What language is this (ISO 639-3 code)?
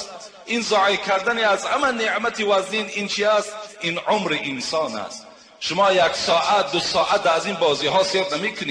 tgk